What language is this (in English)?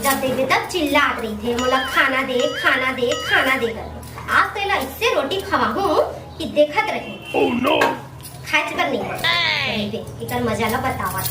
Chhattisgarhi